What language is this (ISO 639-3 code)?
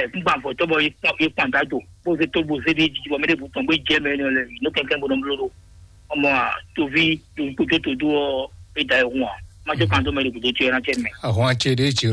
fon